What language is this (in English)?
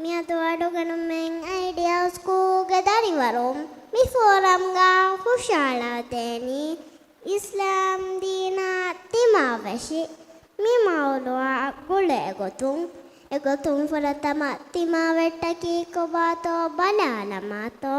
Divehi